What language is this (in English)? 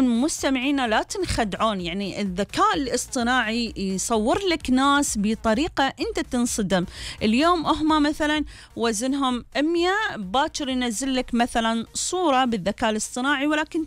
Gulf Arabic